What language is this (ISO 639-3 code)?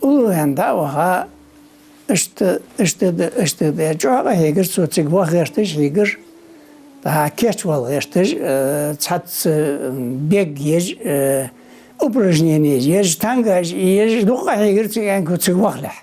inh